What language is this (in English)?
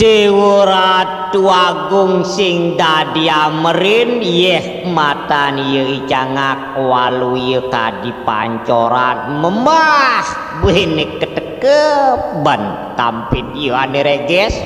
Balinese